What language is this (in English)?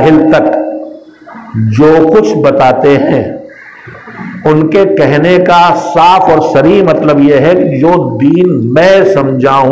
Urdu